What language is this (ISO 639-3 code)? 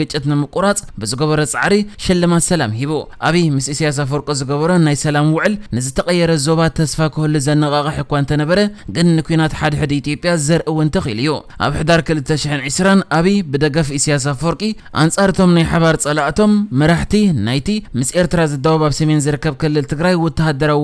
tir